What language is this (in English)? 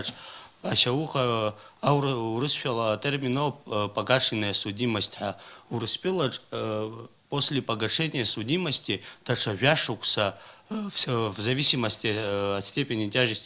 Abkhazian